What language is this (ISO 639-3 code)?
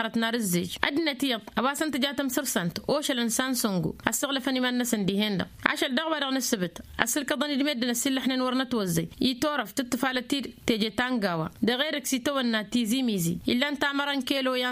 taq